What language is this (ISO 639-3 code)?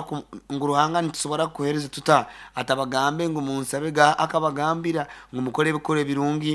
nyn